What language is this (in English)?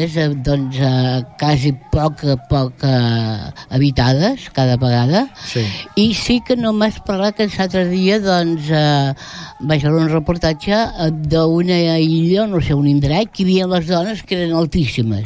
Catalan